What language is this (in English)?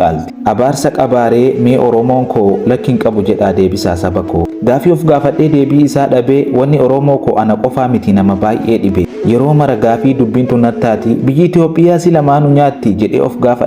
Oromo